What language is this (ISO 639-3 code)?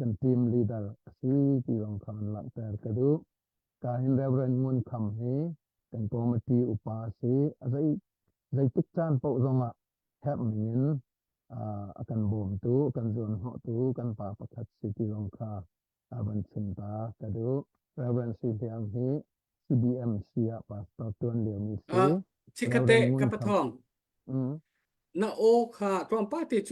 cnh